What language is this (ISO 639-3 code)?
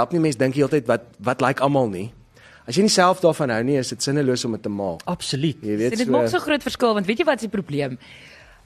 afr